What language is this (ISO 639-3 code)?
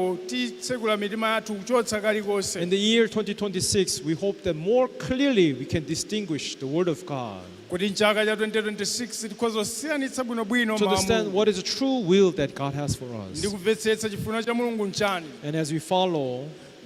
nya